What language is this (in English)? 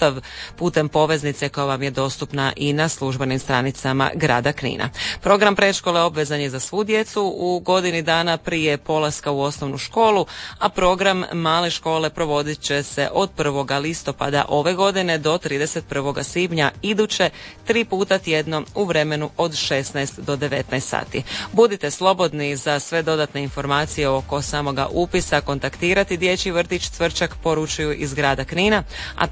Croatian